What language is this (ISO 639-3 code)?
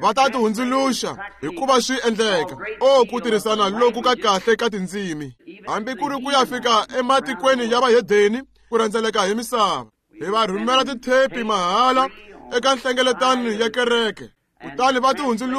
tso